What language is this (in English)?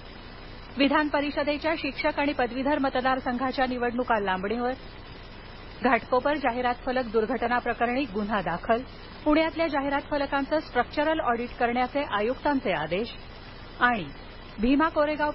Marathi